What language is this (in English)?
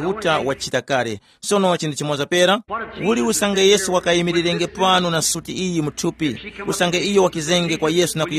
Tumbuka